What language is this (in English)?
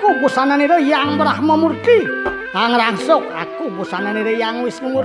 Balinese